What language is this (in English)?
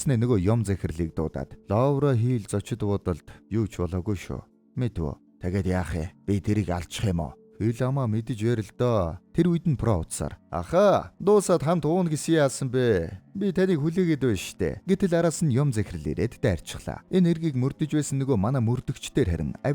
Mongolian